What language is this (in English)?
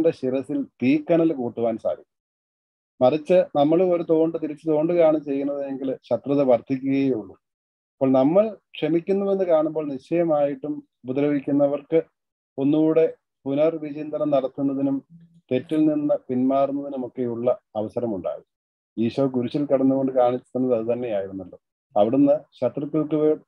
Malayalam